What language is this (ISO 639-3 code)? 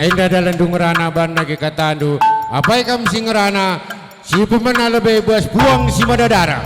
btx